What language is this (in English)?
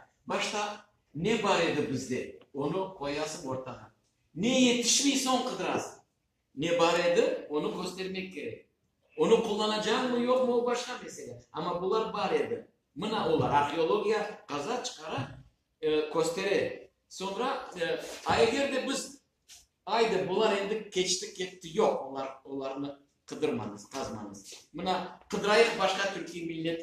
Crimean Tatar